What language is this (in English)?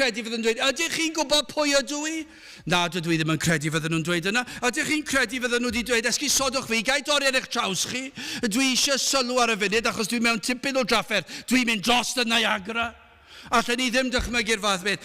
Welsh